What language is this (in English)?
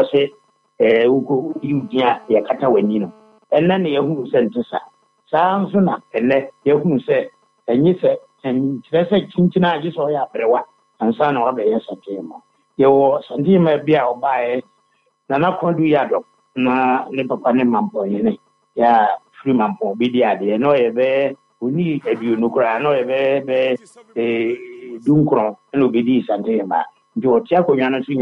Akan